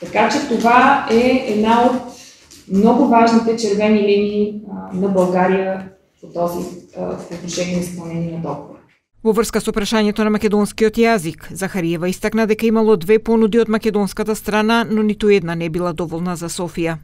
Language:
Macedonian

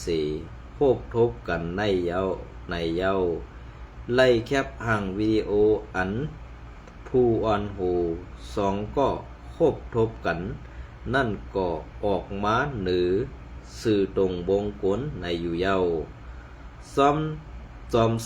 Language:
Shan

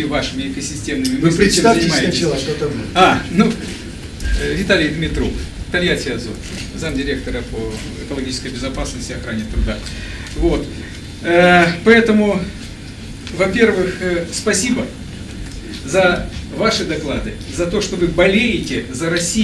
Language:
Russian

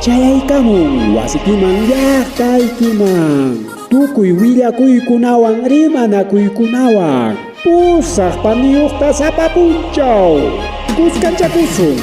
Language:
Ayacucho Quechua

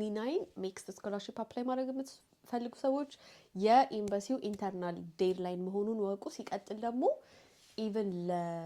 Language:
Amharic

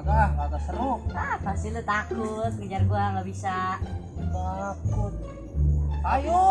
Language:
Betawi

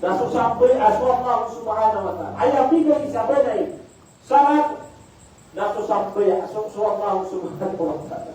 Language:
Maranao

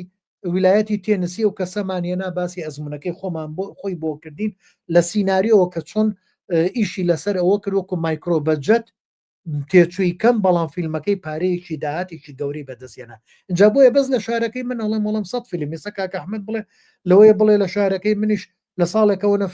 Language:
Central Kurdish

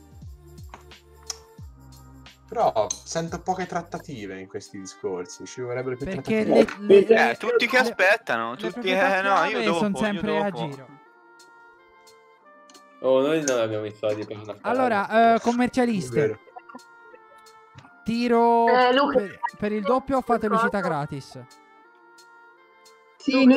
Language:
Italian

